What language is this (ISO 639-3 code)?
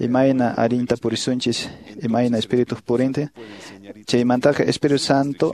que